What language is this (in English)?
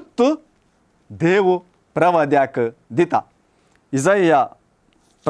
Konkani